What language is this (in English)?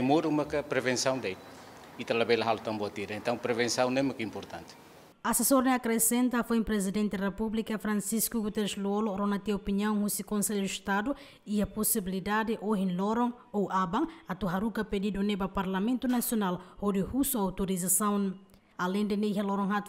Tetum